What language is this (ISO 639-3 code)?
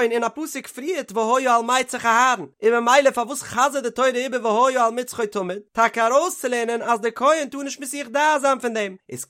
yid